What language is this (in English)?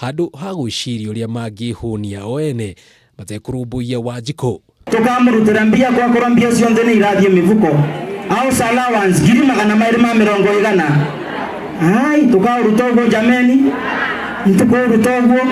Kikuyu